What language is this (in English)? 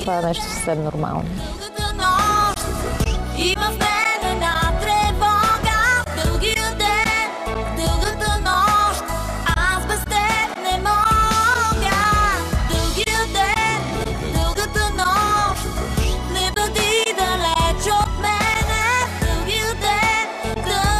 Bulgarian